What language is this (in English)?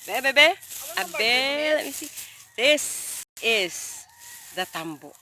Hiligaynon